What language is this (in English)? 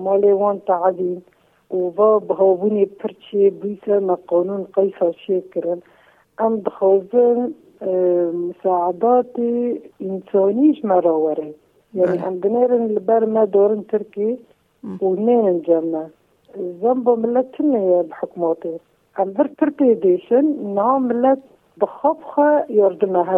Kurdish